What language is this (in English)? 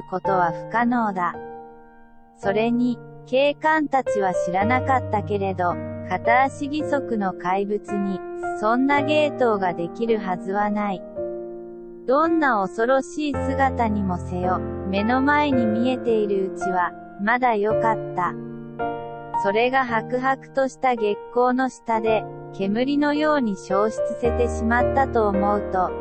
Japanese